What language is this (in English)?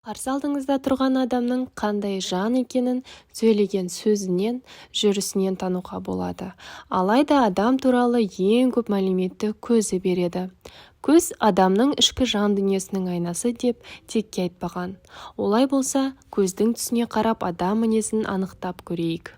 Kazakh